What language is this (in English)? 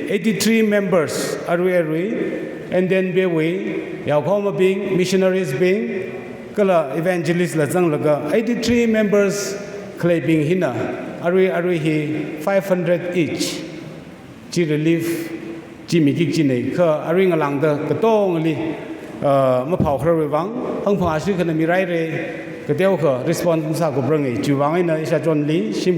Tangkhul Naga (India)